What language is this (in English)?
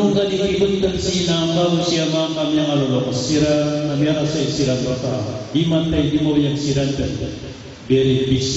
Maranao